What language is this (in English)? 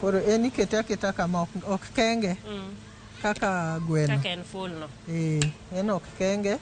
Luo (Kenya and Tanzania)